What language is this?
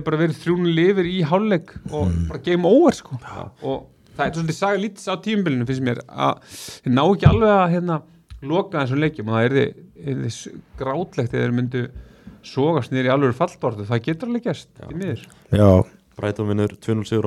Icelandic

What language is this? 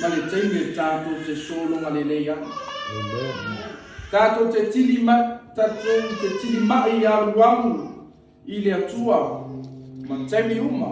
Samoan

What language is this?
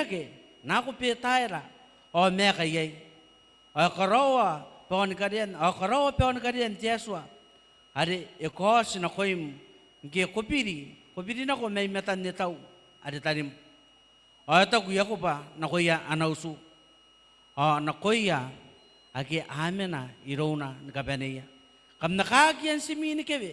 Gilbertese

